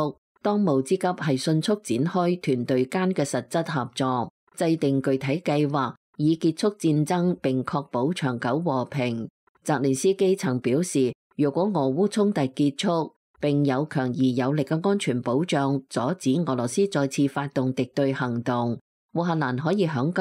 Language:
Cantonese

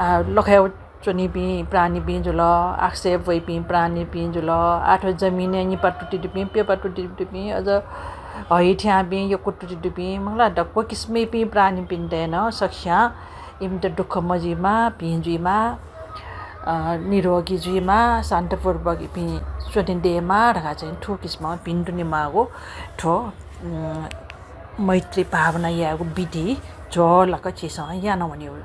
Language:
Newari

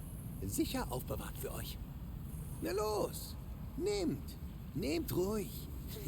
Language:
Bavarian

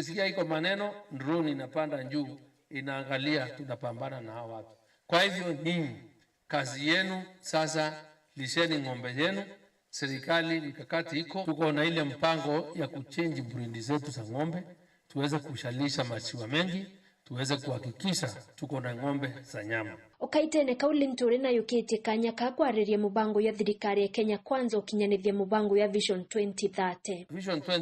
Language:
Meru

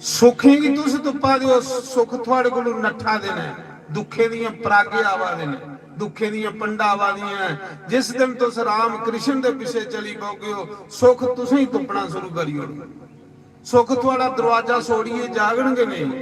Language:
Dogri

